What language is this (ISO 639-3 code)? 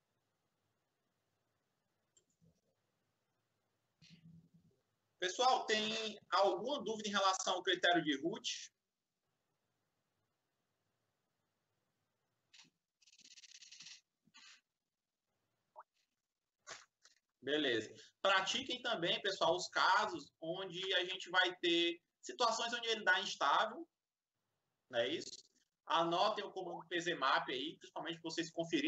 por